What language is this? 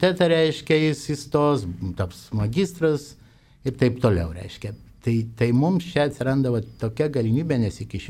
Lithuanian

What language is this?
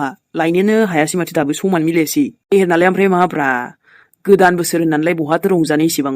Bodo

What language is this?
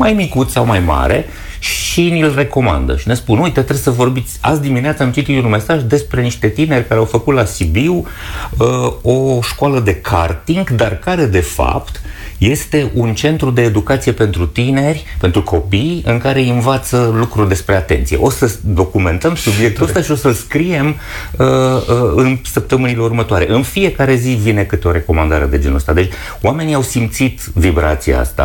Romanian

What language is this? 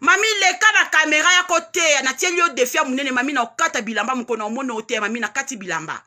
Lingala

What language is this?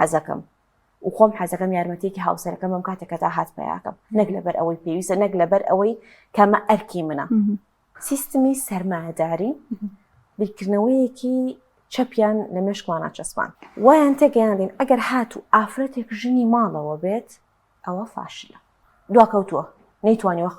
Central Kurdish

